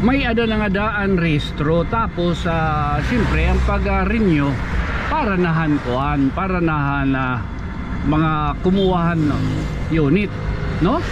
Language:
Waray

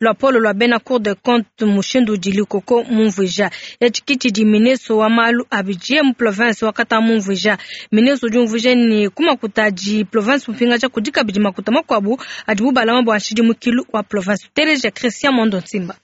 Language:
Luba-Lulua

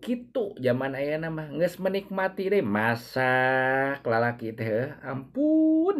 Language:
Sundanese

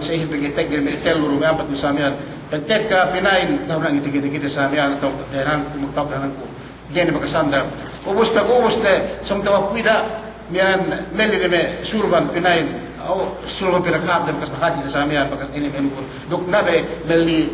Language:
Yakan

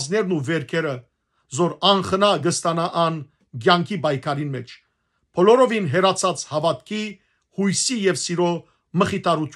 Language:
Western Armenian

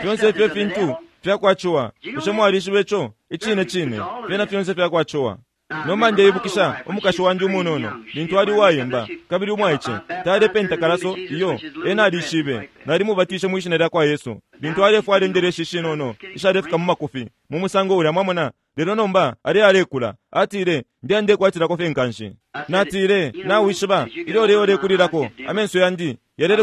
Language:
Bemba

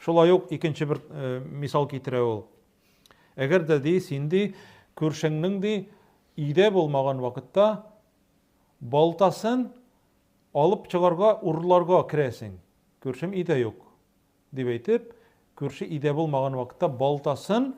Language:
Tatar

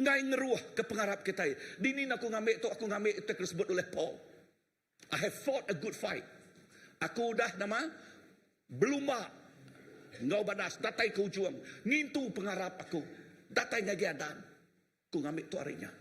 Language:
Iban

